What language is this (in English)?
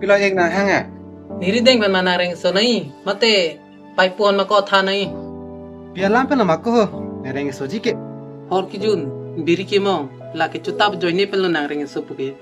Karbi